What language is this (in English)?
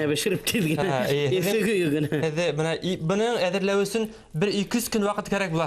Bashkir